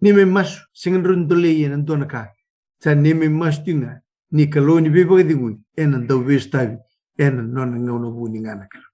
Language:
Fijian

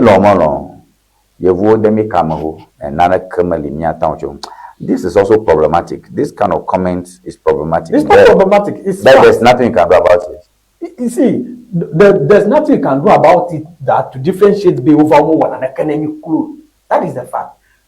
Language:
Ewe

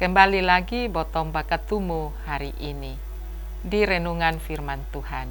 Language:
Kupang Malay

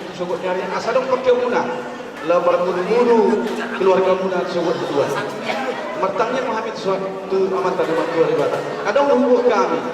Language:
Batak Toba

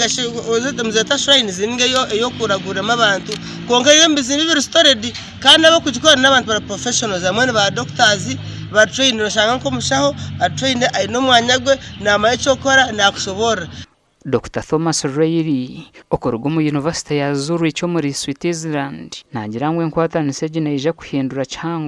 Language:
Nyankole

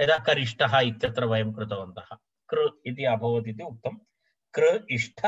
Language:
Sanskrit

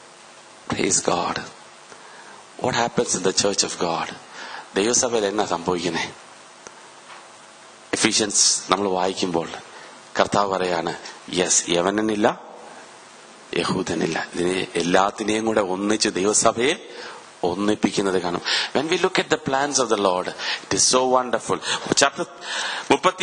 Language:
Malayalam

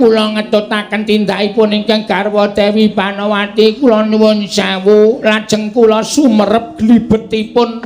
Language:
Javanese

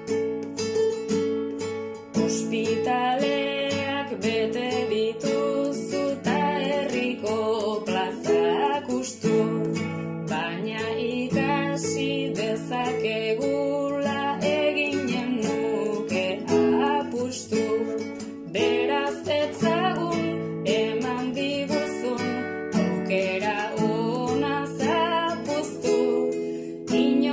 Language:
Basque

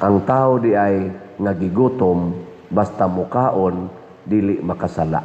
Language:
Cebuano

